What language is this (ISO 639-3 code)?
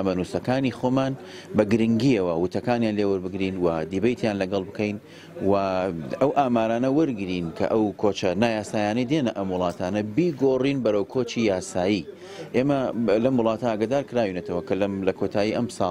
ckb